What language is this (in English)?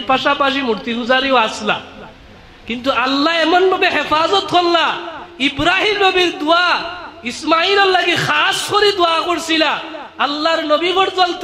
Sylheti